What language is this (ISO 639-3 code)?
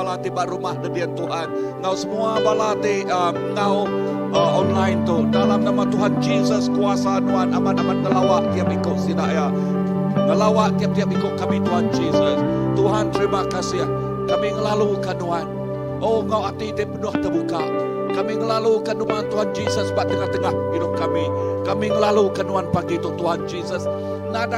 iba